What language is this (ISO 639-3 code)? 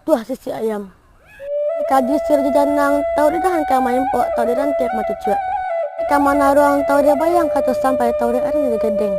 min